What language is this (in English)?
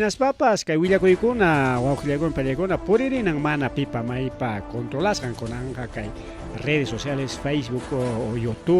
Ayacucho Quechua